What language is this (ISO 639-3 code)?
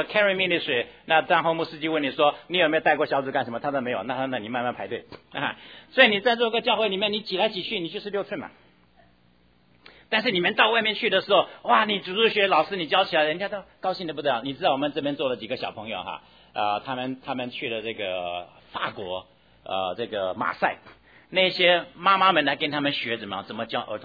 zho